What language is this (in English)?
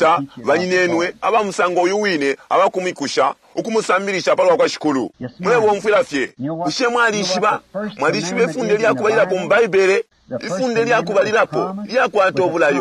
Bemba